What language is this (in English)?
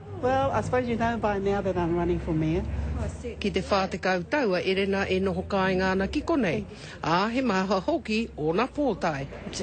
Māori